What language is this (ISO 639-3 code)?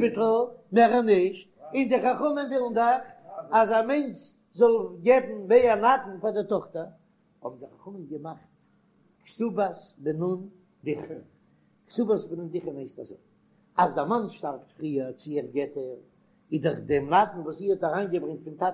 yid